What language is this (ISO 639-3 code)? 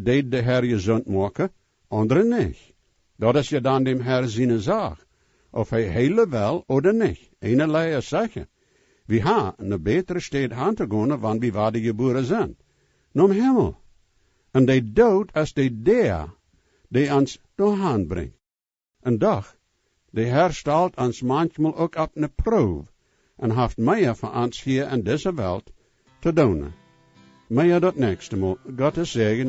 pdt